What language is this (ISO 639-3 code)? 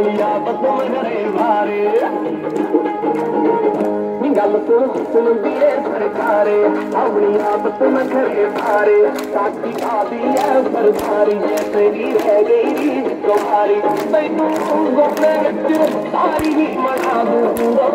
pan